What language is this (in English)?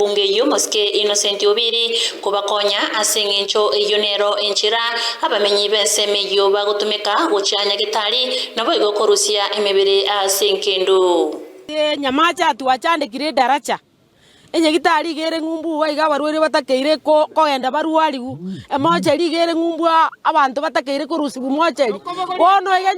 Gusii